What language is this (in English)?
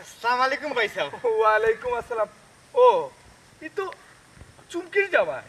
Sylheti